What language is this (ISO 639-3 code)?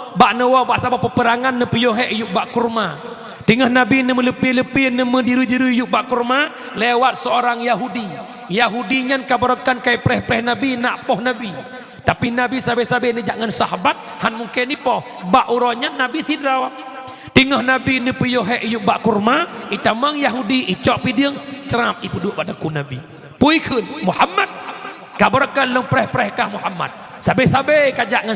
ace